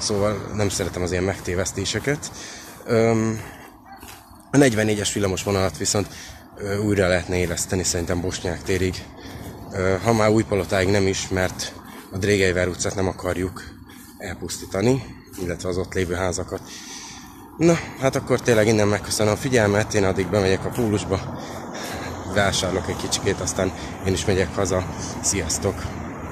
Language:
Hungarian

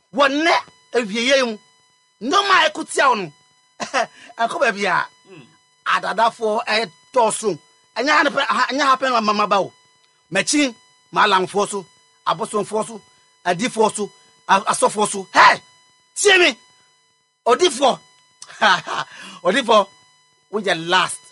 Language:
Akan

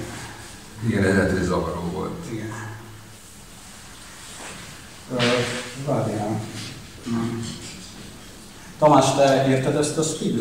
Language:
Hungarian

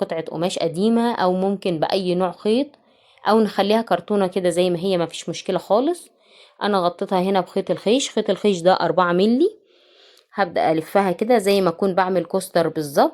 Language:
Egyptian Arabic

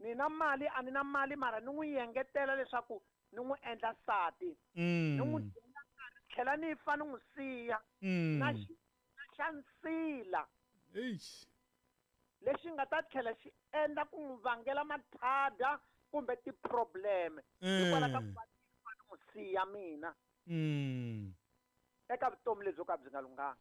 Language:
Tsonga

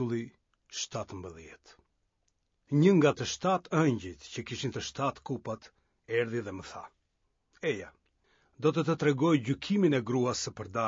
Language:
Albanian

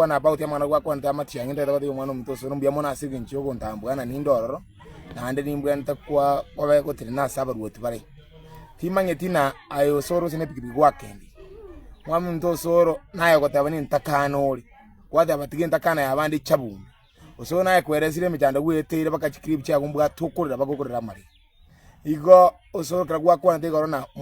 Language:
Gusii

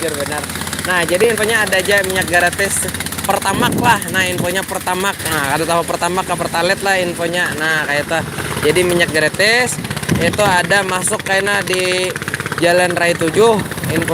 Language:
Banjar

